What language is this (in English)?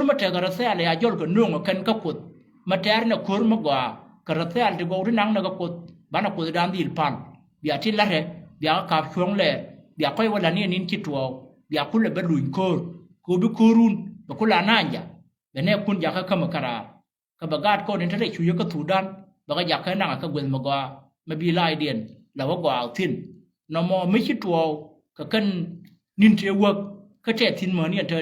Nuer